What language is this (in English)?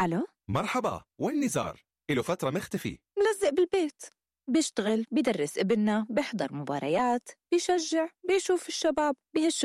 North Levantine Arabic